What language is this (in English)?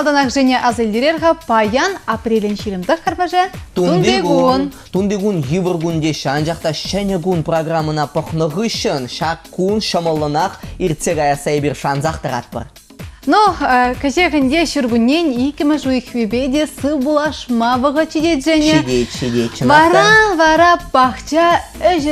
Chuvash